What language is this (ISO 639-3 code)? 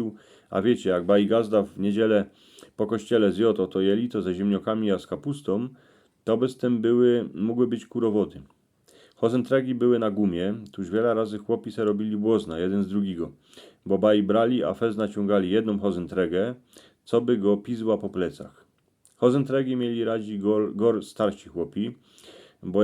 szl